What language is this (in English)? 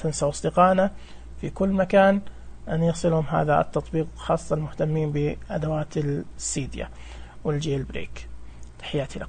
Najdi Arabic